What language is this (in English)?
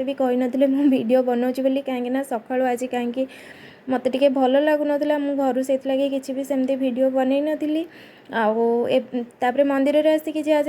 Odia